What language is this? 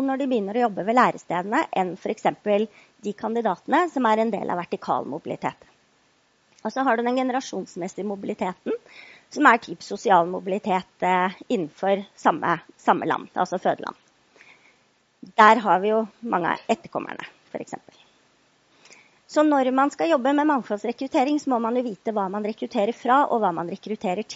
Norwegian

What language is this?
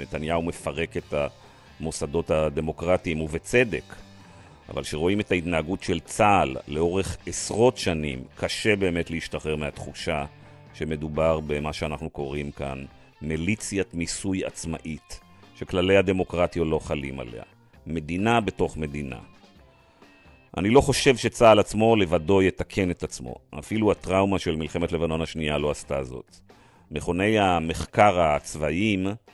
Hebrew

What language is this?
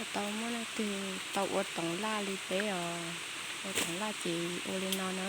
Hmong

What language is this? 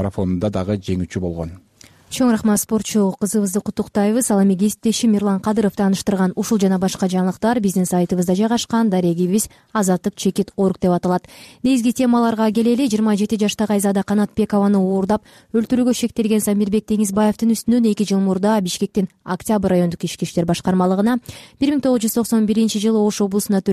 Kyrgyz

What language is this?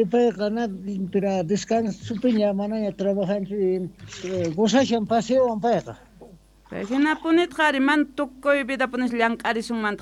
Quechua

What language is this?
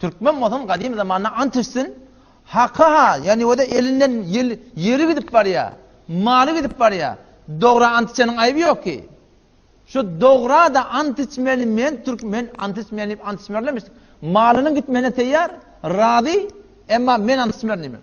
Turkmen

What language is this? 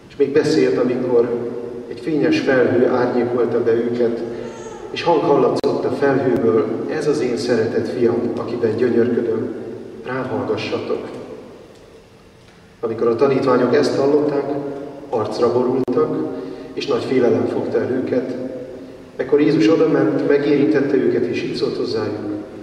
Hungarian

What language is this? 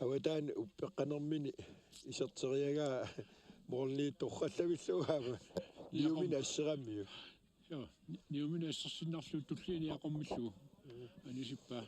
Kalaallisut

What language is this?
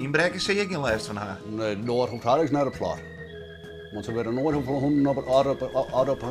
Western Frisian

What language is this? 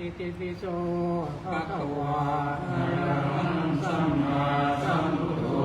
Pali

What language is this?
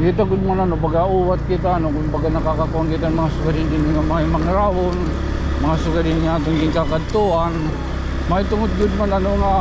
Waray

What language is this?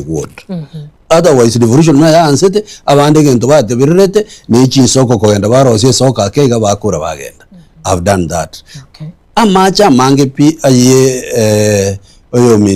Gusii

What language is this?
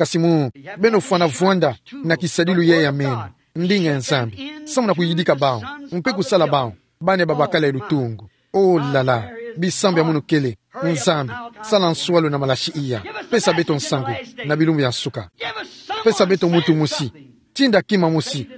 Kituba (Democratic Republic of Congo)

